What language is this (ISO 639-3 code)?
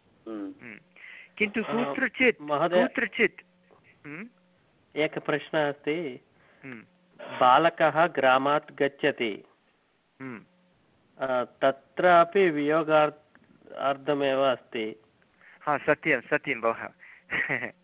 san